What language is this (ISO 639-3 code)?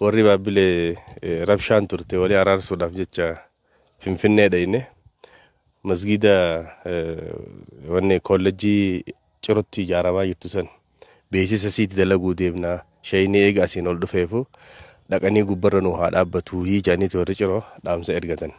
orm